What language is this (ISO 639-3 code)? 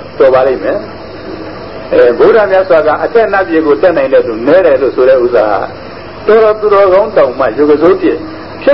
mya